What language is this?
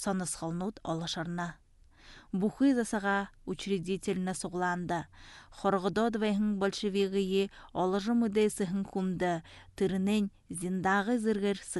Buriat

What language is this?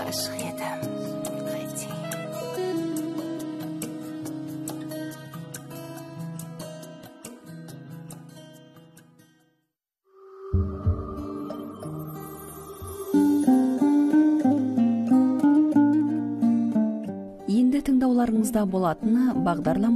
Kazakh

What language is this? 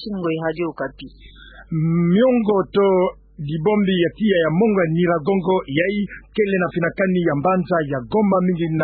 Kituba (Democratic Republic of Congo)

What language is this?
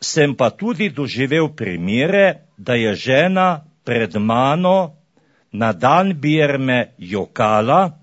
Slovenian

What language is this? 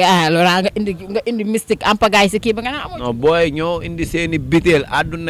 Wolof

